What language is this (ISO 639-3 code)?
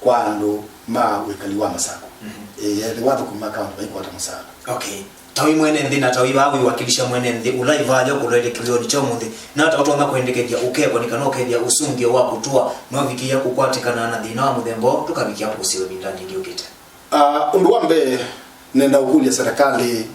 kam